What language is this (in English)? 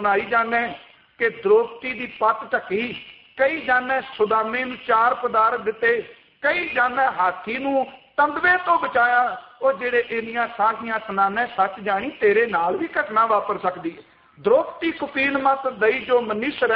Punjabi